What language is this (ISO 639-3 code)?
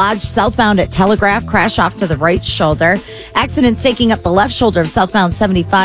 eng